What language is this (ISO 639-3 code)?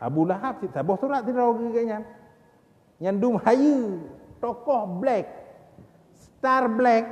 ace